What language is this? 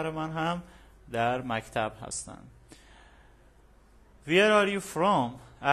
Persian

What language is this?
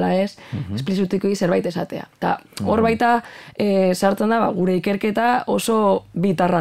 Basque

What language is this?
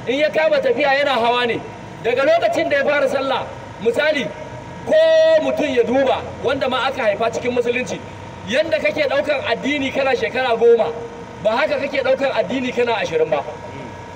Hausa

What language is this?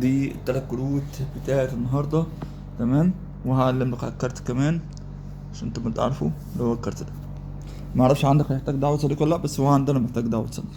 Egyptian Arabic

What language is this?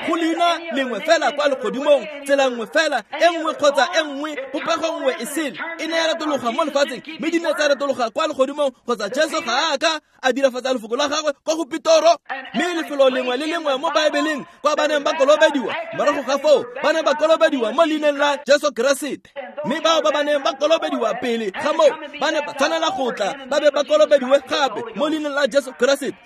Tswana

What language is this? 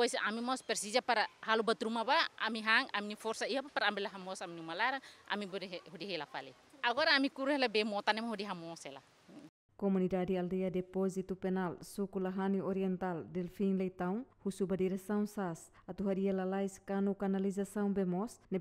Tetum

